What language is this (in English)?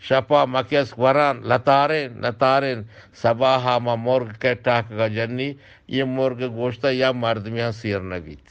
Eastern Balochi